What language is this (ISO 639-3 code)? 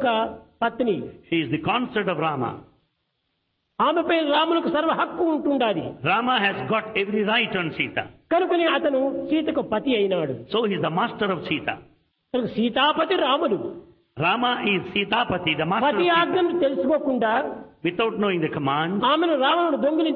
tel